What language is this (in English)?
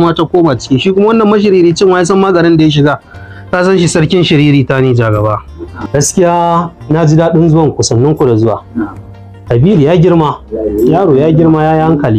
Hausa